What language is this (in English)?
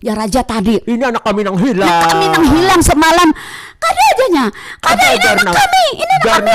Banjar